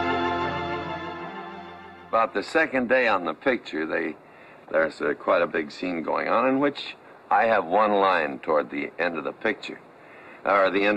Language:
English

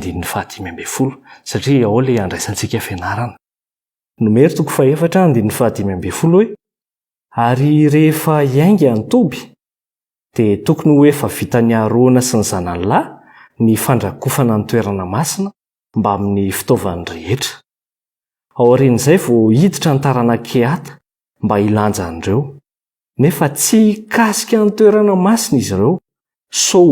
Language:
Malagasy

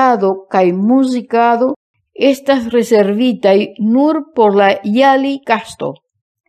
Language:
Esperanto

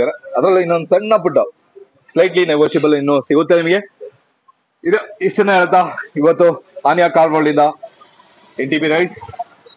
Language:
Kannada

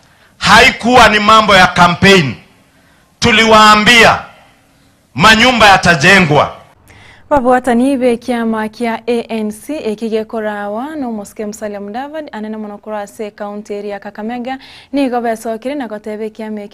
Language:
Gusii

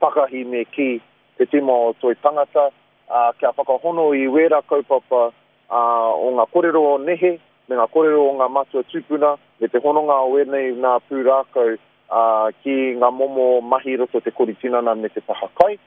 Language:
Māori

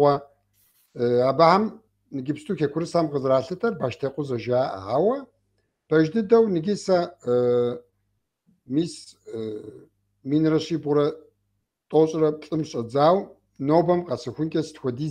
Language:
Kabardian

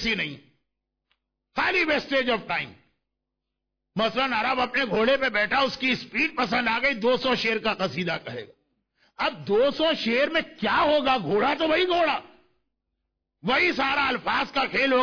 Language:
Urdu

